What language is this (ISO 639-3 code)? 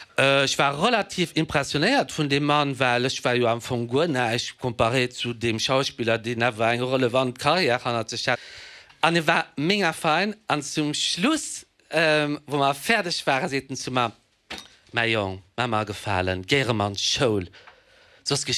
ltz